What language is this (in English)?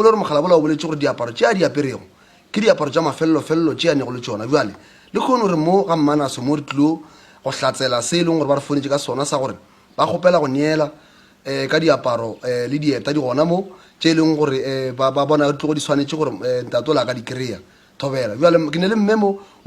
Northern Sotho